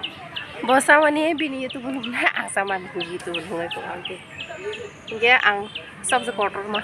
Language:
Kok Borok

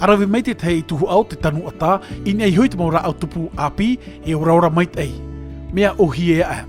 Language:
Tahitian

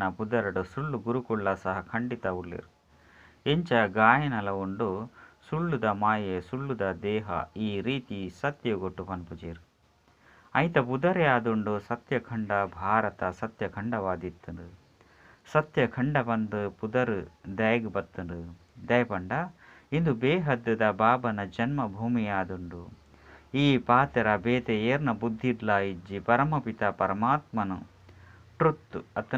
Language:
Tulu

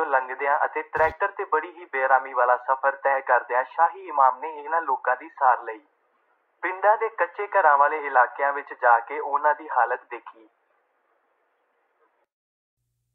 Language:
Punjabi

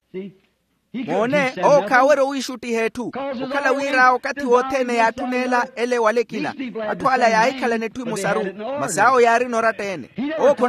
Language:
Makhuwa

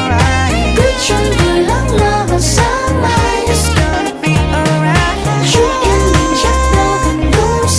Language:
Vietnamese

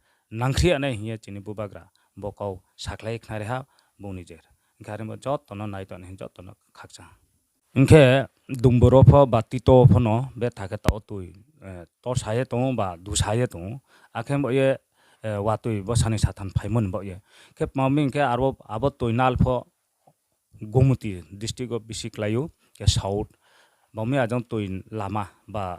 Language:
Riang (India)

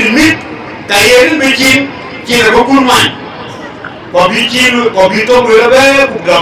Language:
Dinka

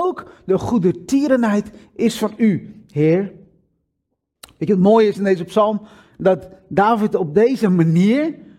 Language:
Dutch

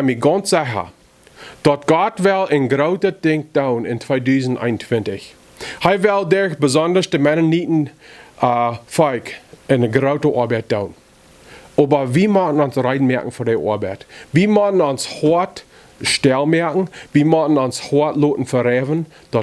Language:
Plautdietsch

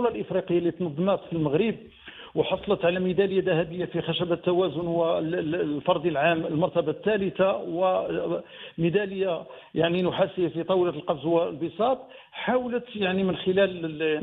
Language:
Moroccan Arabic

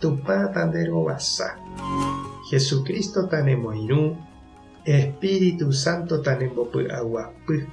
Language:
Guarani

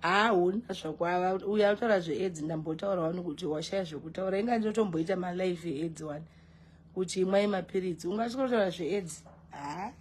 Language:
Shona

